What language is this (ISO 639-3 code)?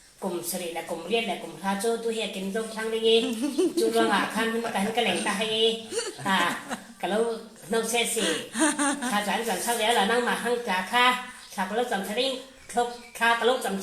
cfm